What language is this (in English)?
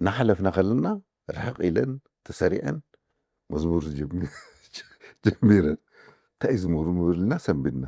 Tigrinya